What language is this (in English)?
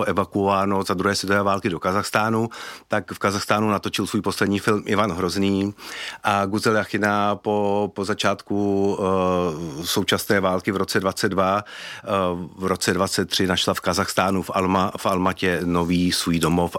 Czech